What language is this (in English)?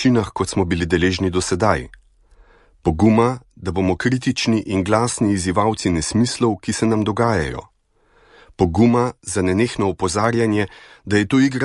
Slovenian